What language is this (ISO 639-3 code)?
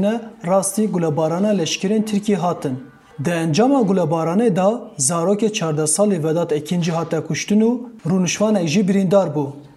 kur